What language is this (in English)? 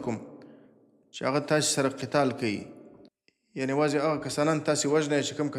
Pashto